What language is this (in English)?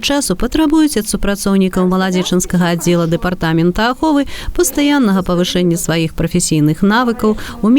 Belarusian